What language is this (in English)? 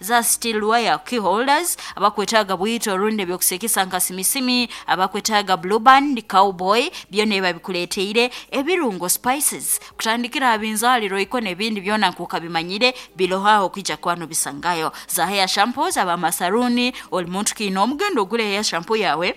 Nyankole